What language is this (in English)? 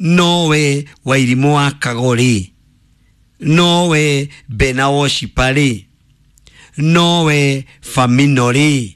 Kikuyu